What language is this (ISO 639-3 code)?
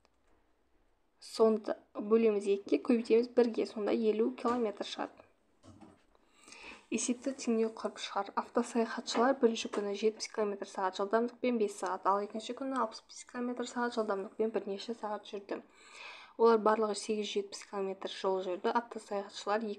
kaz